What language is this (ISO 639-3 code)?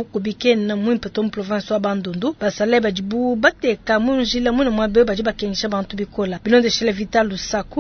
lua